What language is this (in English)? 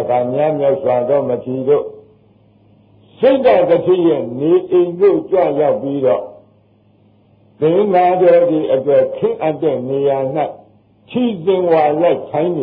Burmese